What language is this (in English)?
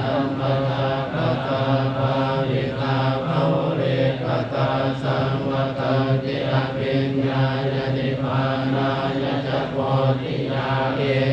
Pali